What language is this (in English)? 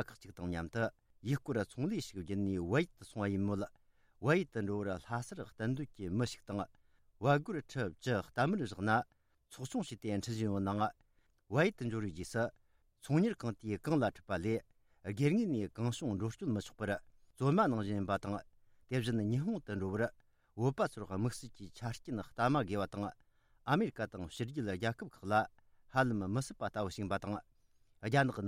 Tibetan